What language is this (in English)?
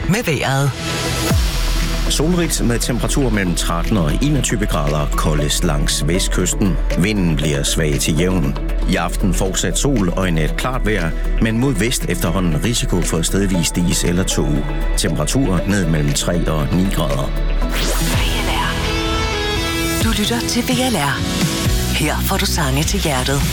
Danish